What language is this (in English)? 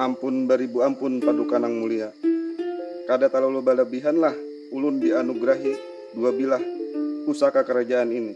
Banjar